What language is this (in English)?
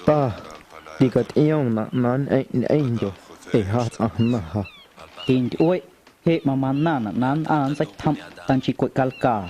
Guerrero Amuzgo